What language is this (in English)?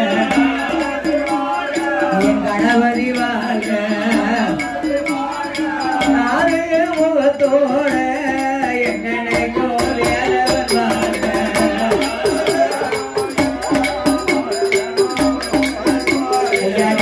Tamil